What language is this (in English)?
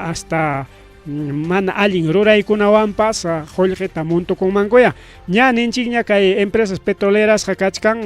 Ayacucho Quechua